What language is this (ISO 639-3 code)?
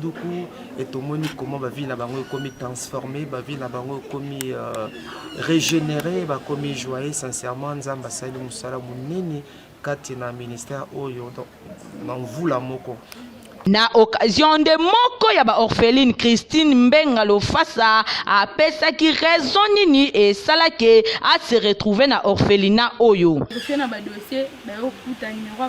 lin